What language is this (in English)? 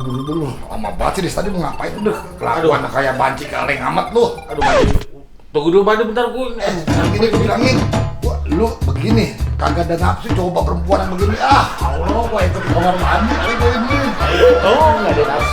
Betawi